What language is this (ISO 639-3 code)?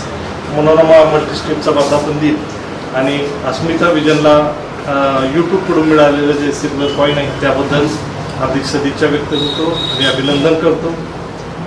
mar